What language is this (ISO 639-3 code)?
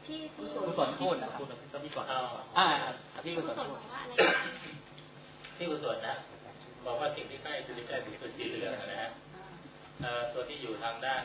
tha